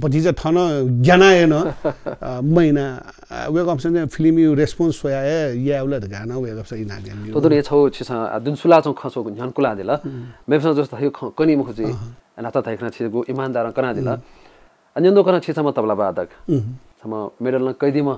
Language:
Newari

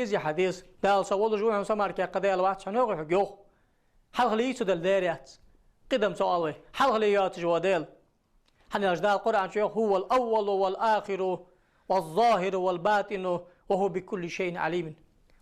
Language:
Ingush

